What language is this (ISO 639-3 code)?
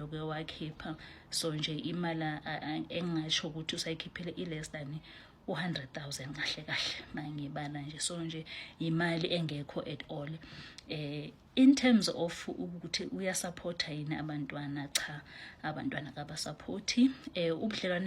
zul